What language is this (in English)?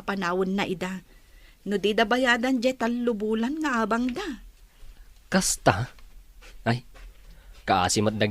Iloko